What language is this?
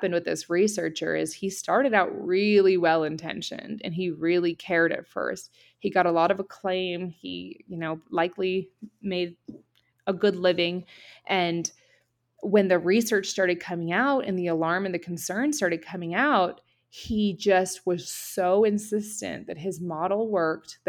English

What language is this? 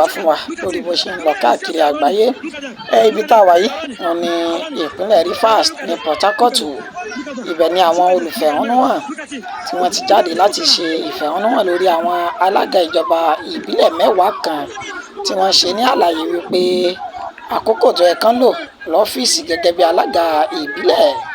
Yoruba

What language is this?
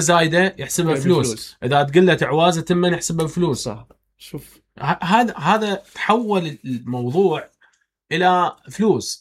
Mesopotamian Arabic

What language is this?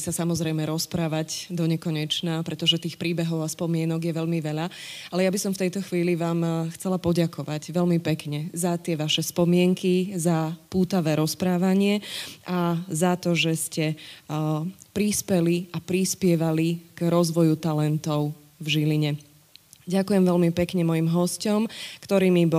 Slovak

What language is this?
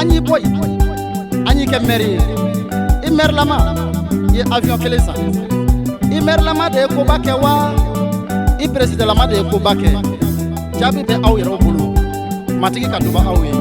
Bambara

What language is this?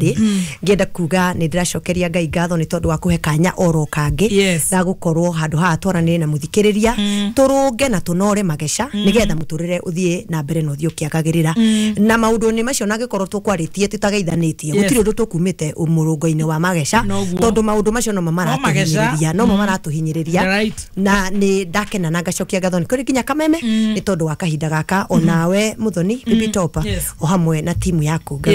Kikuyu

